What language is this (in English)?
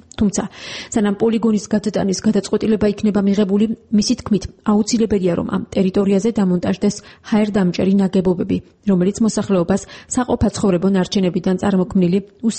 Georgian